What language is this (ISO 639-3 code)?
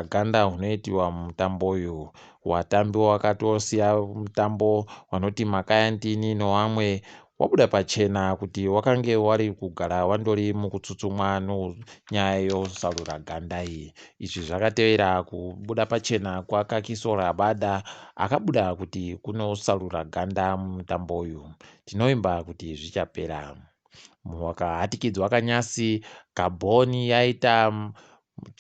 ndc